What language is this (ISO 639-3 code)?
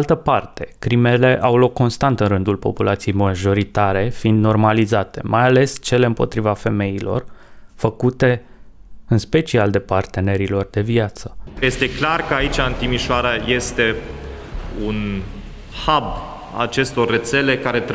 ron